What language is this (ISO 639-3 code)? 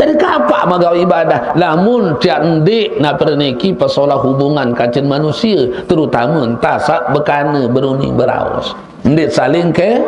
sas